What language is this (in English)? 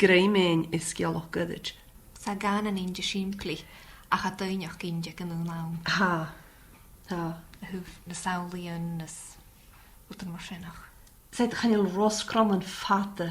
Scottish Gaelic